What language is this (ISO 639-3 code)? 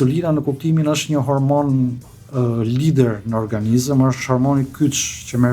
sqi